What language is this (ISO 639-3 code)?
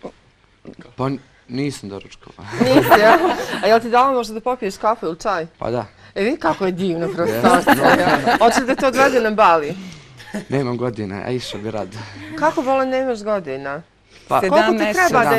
bos